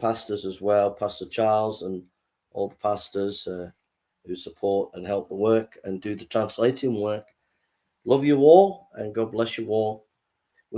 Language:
English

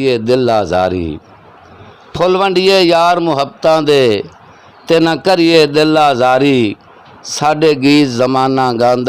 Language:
Saraiki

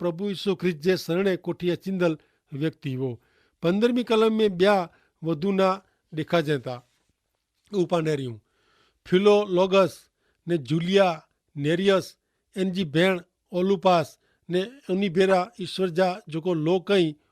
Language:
Kachhi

